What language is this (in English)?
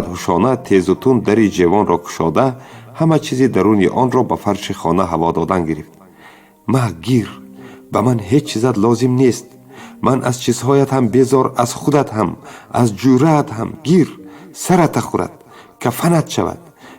Tajik